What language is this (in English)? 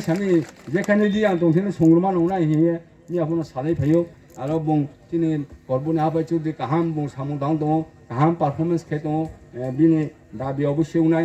Riang (India)